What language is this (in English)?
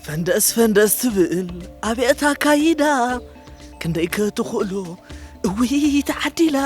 Tigrinya